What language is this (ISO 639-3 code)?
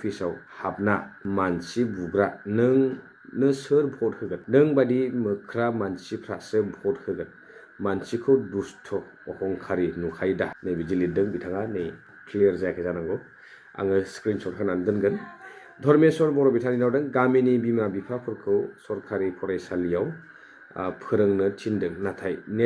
brx